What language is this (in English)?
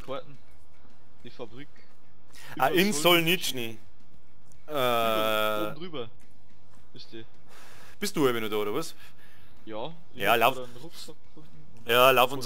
Bavarian